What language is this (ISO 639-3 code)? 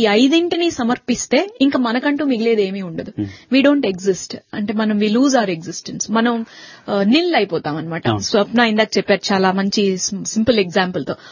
tel